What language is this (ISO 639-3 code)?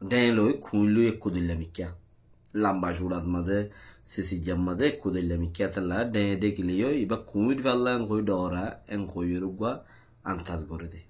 rhg